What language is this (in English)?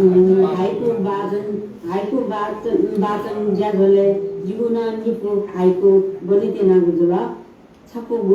Newari